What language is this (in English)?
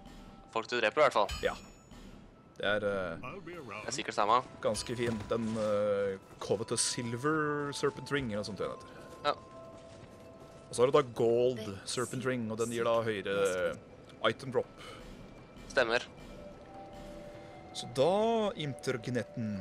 Norwegian